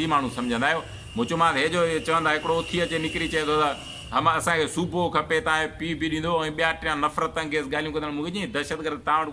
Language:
Sindhi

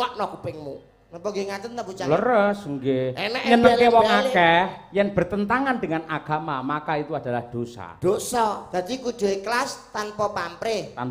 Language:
Javanese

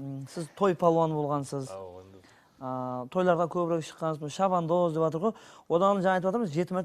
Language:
Kara-Kalpak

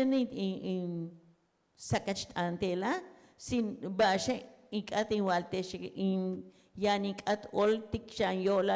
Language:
Yucateco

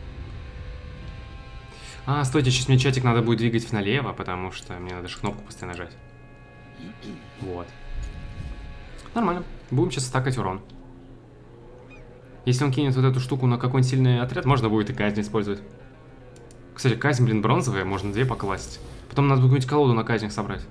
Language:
Russian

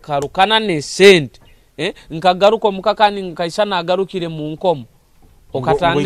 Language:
Nyoro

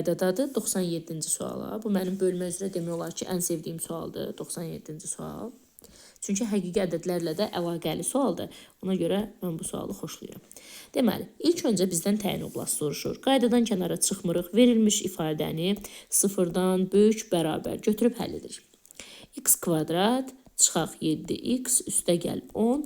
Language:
Azerbaijani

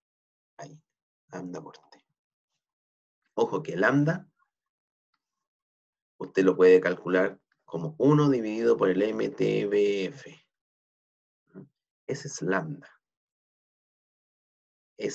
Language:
Spanish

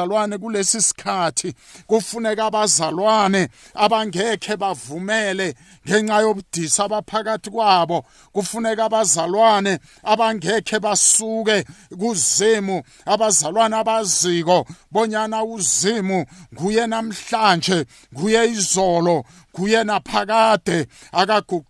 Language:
South Ndebele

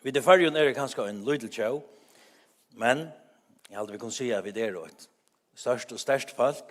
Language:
Faroese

